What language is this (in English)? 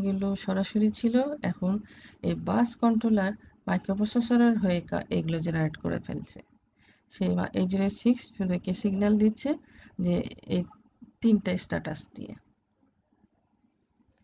Bangla